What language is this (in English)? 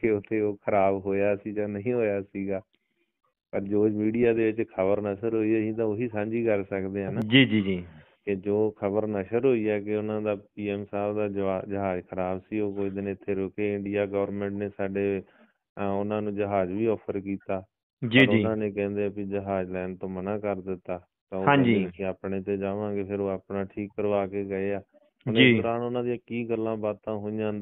Punjabi